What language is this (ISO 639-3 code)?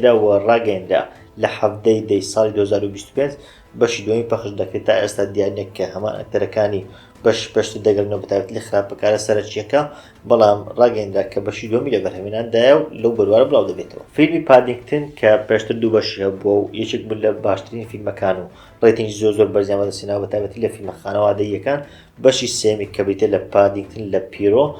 ckb